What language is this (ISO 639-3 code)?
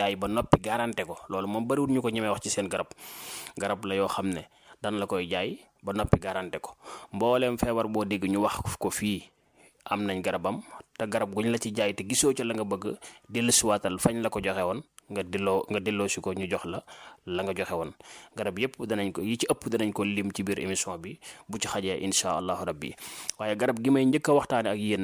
wol